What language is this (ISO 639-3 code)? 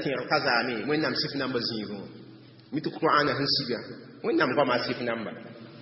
mos